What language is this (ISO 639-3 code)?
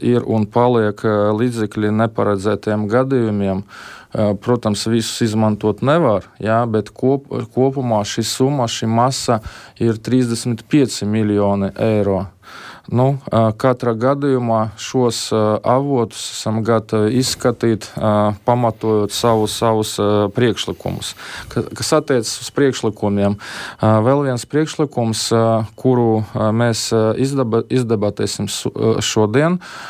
lav